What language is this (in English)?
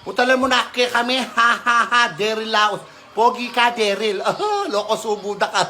Pampanga